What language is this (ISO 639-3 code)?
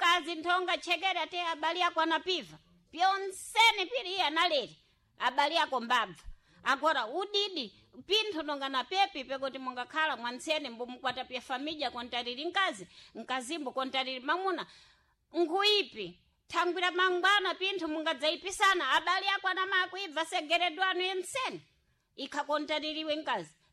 seh